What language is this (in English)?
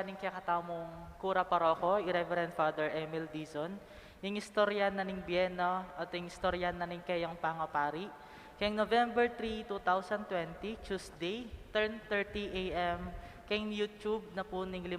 Pampanga